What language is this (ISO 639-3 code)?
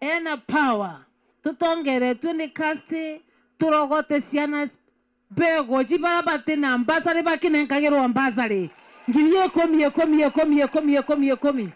mer